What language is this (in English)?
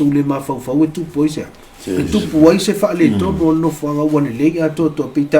Samoan